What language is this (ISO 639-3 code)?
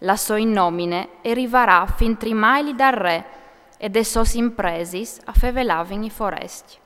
fur